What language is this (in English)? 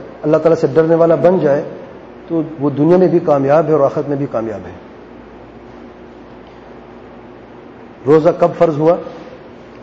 Urdu